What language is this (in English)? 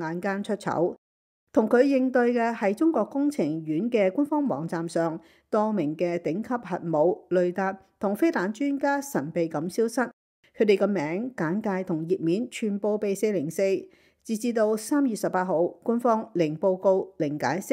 Cantonese